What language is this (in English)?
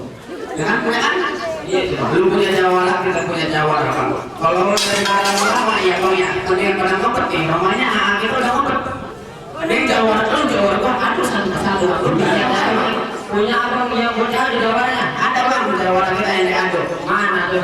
Betawi